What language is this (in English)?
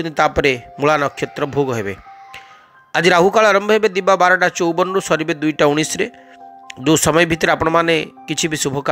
Odia